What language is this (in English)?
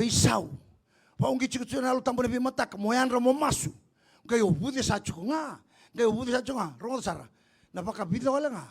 Fijian